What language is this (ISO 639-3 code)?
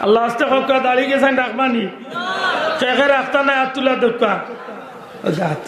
syl